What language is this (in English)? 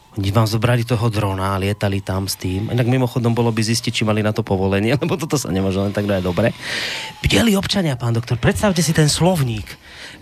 Slovak